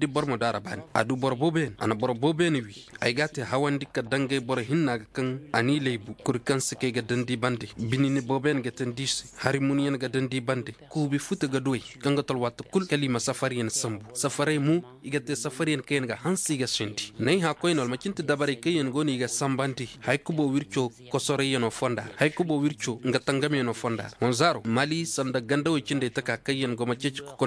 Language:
Koyraboro Senni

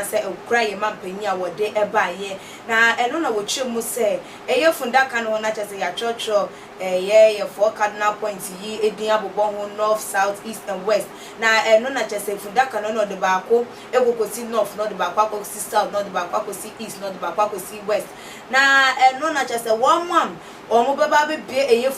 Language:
Akan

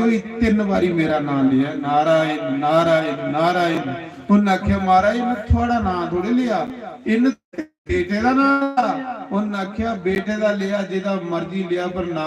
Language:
Dogri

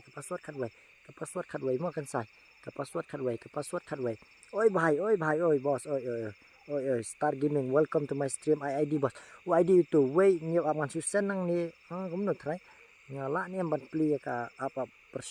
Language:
Khasi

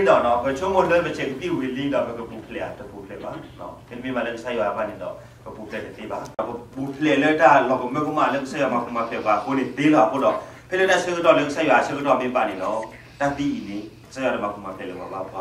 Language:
S'gaw Karen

